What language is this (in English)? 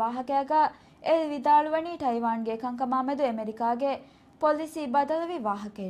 Divehi